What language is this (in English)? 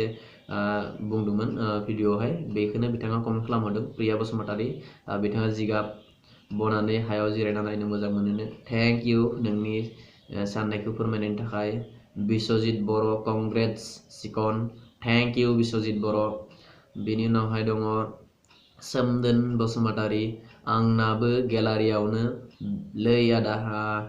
Bodo